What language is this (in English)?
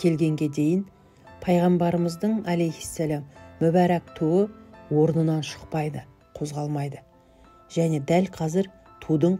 Kazakh